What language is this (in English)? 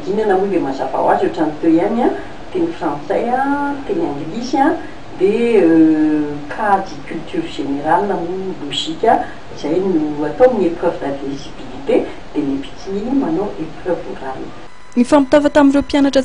Malagasy